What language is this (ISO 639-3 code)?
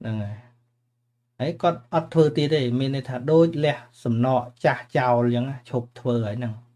khm